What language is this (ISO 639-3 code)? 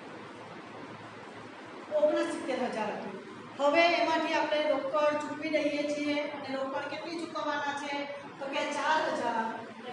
guj